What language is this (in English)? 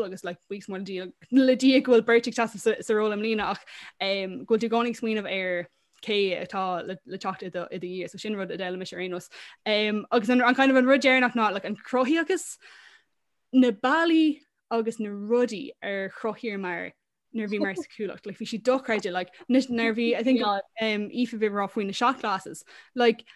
Irish